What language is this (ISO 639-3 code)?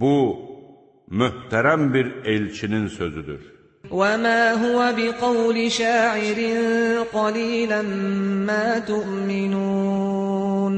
aze